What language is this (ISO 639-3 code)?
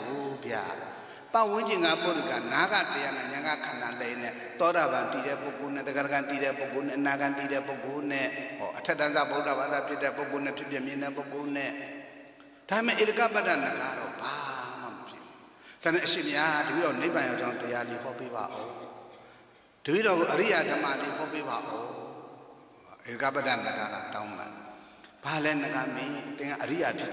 mya